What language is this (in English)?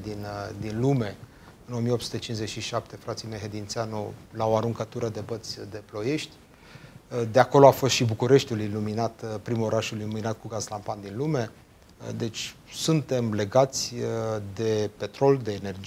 Romanian